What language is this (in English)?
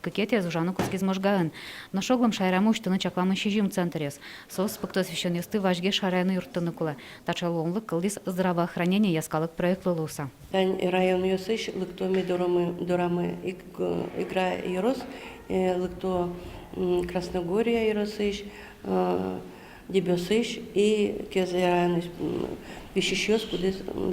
Udmurt